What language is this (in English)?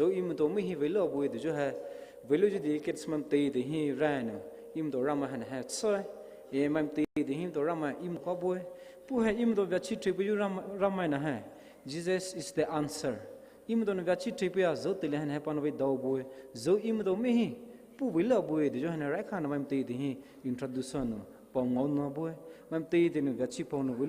Poumei Naga